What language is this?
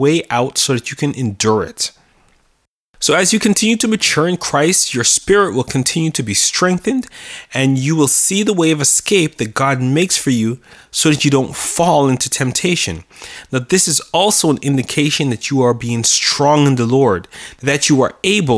English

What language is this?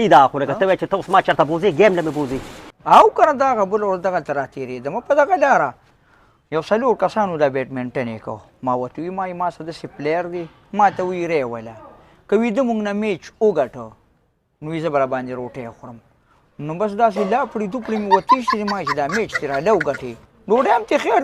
Pashto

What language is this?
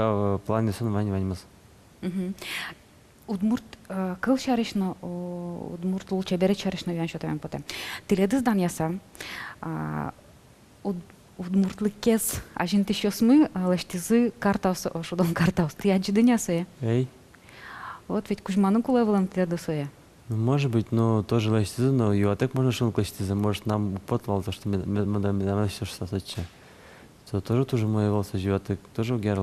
Udmurt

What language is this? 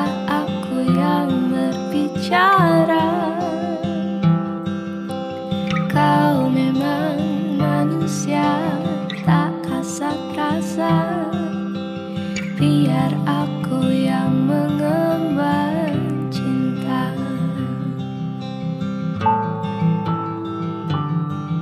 Indonesian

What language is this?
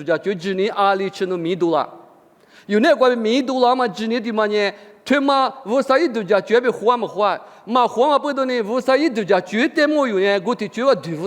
Lisu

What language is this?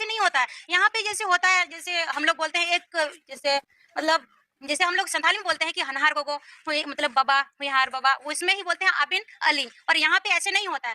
Santali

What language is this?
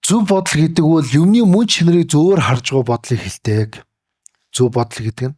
Mongolian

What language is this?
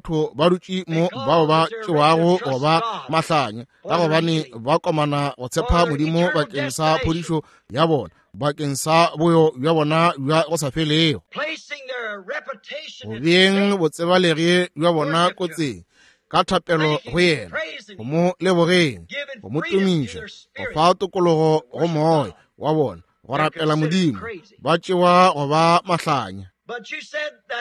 Northern Sotho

